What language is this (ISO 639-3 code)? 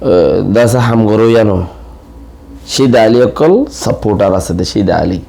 rhg